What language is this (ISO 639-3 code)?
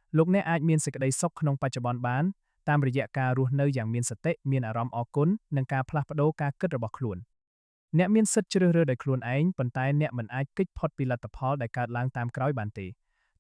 khm